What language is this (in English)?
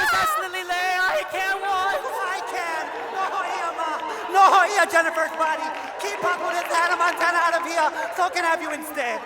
Hawaiian